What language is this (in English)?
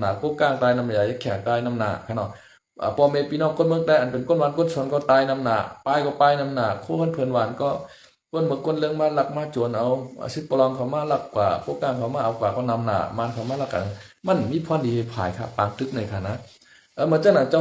Shan